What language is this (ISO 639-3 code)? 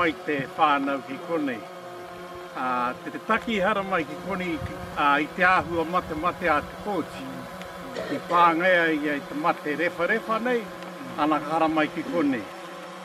mri